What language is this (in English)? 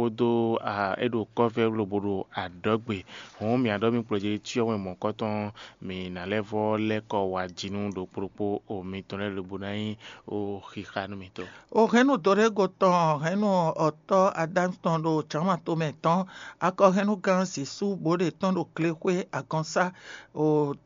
Fon